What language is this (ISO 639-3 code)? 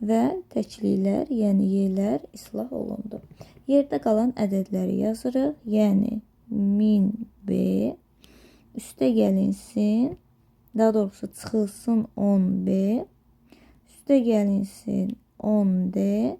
aze